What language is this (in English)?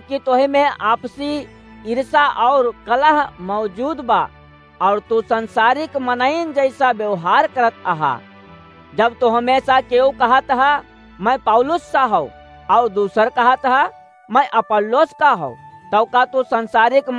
Awadhi